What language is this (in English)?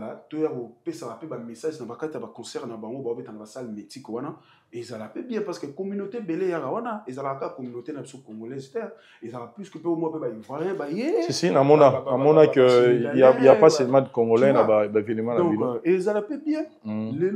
Lingala